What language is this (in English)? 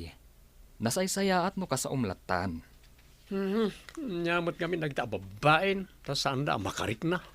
Iloko